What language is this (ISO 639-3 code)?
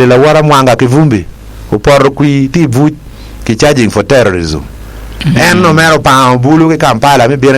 ach